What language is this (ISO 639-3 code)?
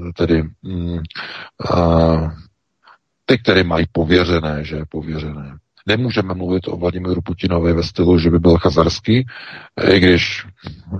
ces